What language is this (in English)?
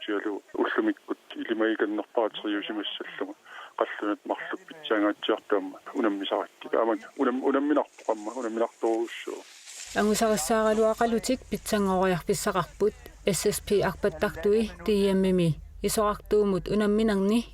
Kalaallisut